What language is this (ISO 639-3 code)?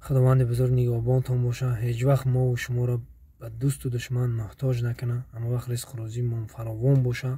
tgk